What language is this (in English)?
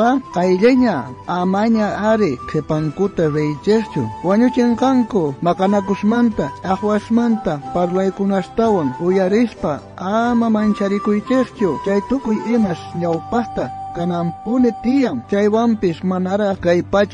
South Bolivian Quechua